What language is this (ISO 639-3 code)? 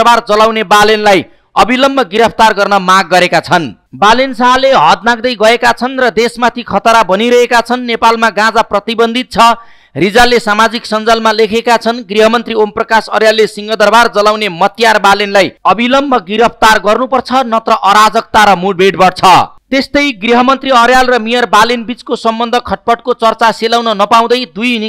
nep